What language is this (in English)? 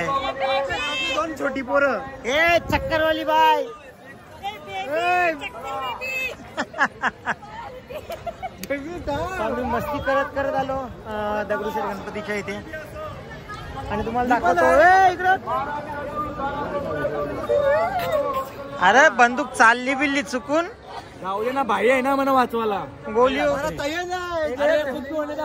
Marathi